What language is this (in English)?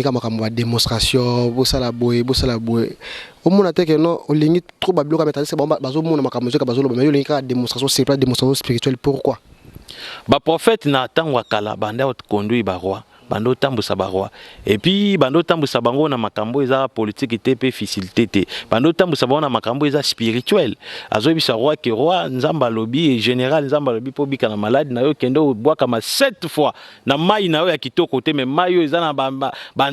Lingala